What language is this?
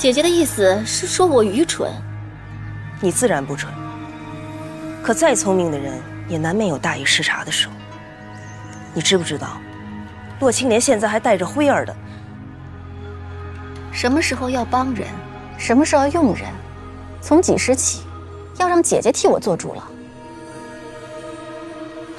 Chinese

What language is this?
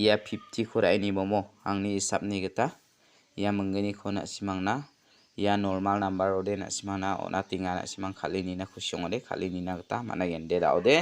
Garo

